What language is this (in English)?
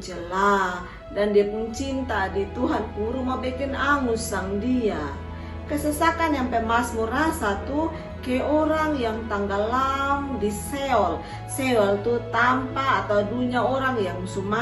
Kupang Malay